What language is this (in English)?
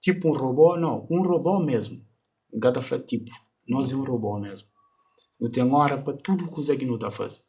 Kabuverdianu